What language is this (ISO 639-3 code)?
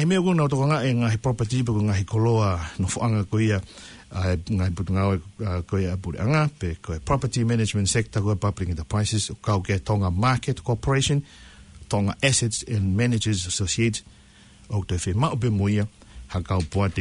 ton